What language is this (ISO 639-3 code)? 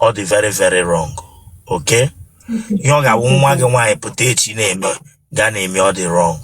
ibo